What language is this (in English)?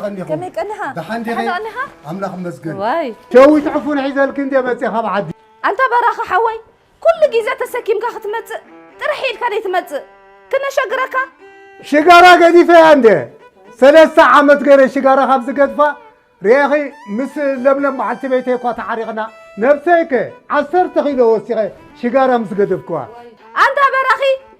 Tigrinya